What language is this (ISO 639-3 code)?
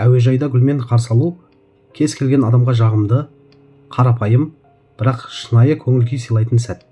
kaz